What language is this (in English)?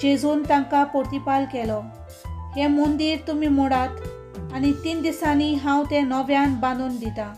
Konkani